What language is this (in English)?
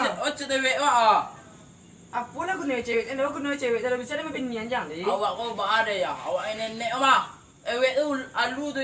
Minangkabau